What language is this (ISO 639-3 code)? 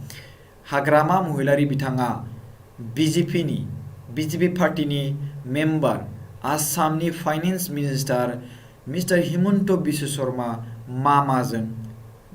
brx